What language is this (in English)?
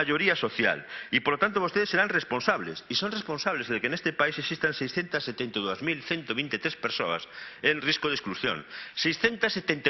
Galician